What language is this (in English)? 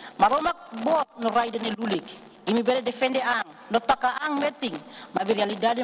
Tetum